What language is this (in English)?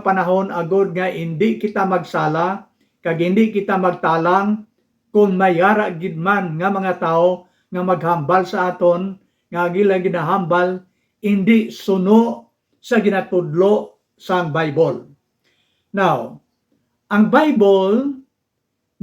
Hiligaynon